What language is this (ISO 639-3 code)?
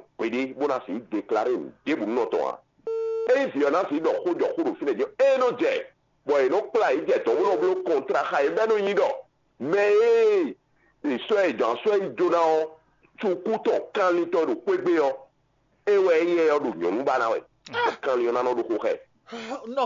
fon